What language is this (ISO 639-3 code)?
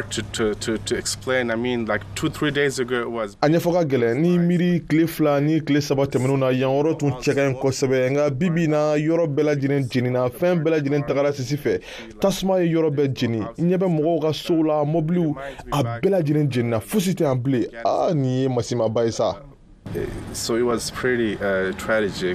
bam